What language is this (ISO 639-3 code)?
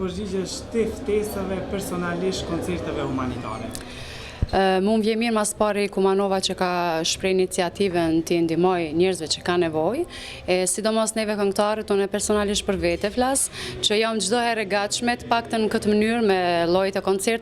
sqi